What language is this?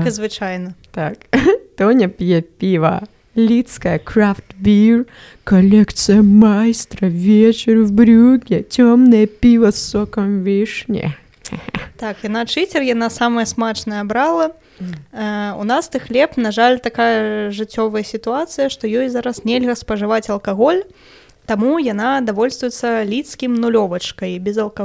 Belarusian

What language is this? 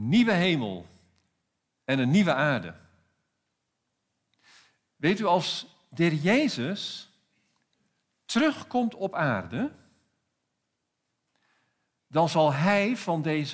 Dutch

